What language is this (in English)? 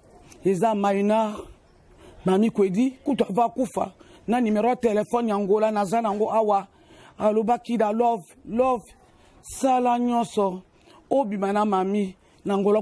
Lingala